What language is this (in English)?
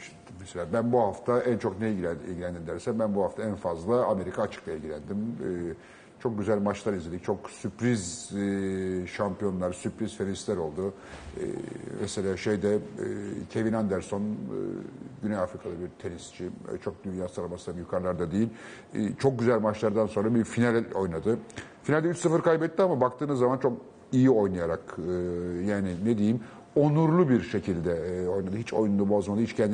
Turkish